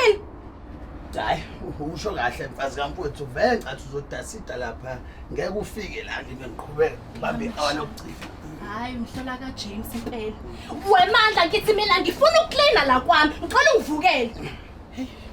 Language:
Zulu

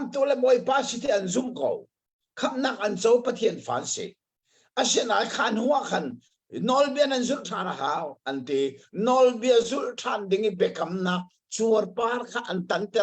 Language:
Hakha Chin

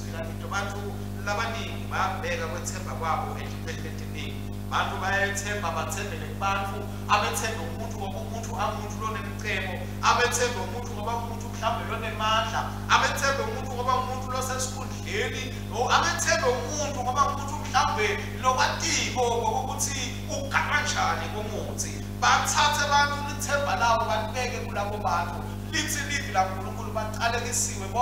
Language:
Swati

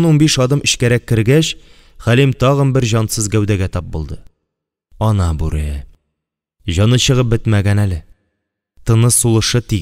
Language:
Tatar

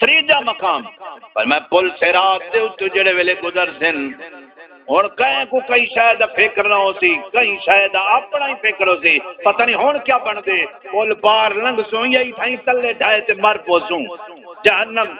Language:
Saraiki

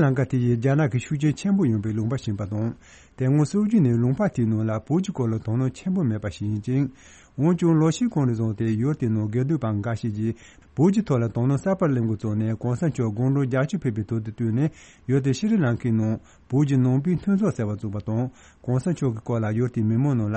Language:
Tibetan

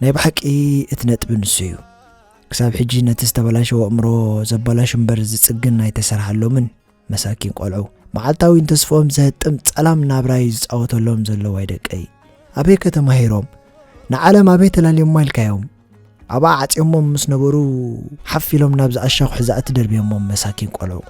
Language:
Tigrinya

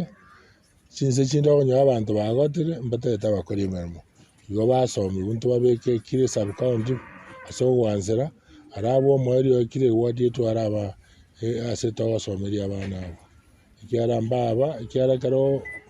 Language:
Gusii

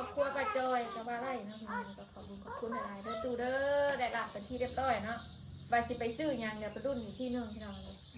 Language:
Northeastern Thai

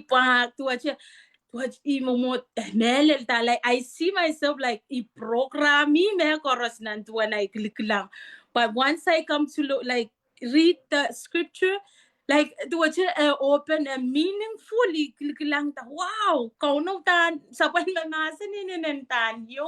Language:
Pohnpeian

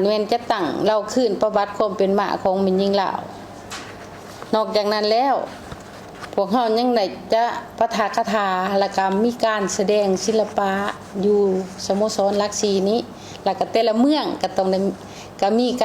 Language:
Lao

